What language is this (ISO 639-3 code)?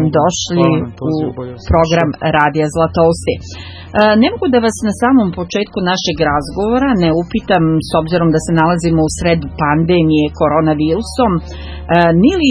srp